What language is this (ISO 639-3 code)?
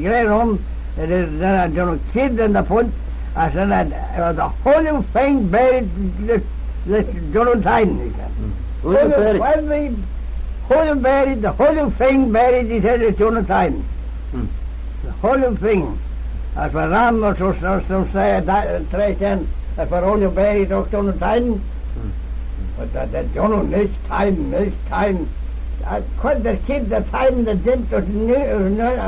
glv